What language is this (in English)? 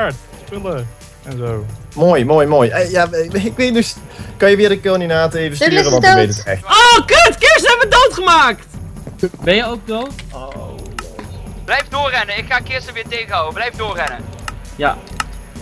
Dutch